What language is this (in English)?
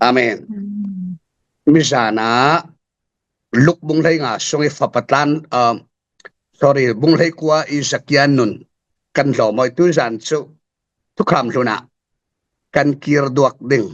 Falam Chin